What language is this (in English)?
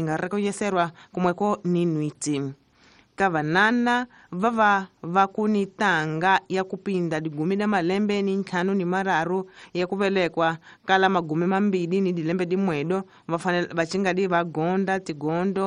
Tsonga